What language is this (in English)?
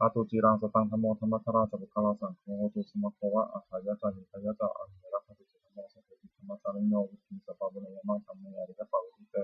Pali